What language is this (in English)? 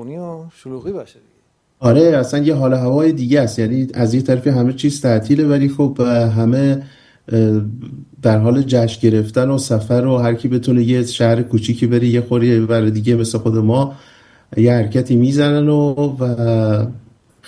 Persian